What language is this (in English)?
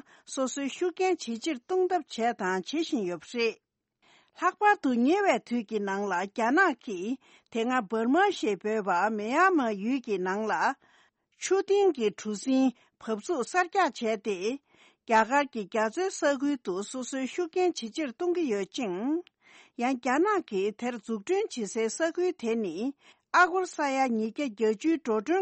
Tibetan